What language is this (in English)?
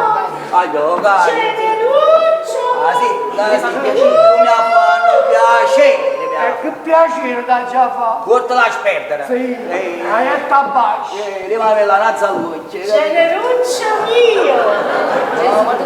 Neapolitan